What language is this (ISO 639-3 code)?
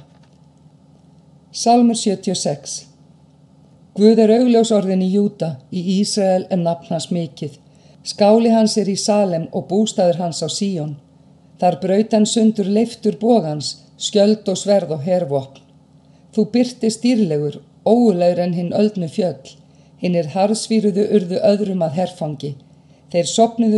isl